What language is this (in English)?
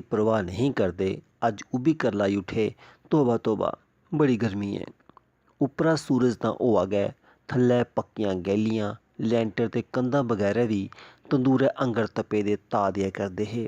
Dogri